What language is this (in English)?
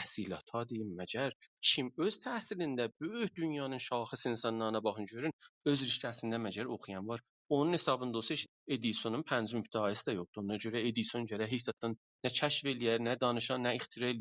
South Azerbaijani